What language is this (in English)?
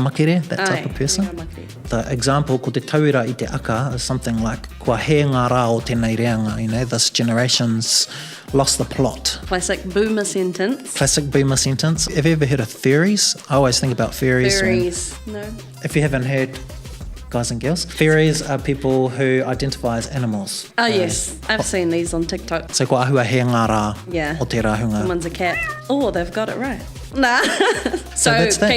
Māori